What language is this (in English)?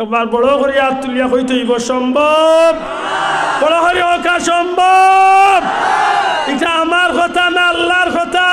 Sylheti